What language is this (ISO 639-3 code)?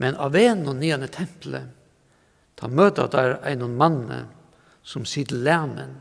fao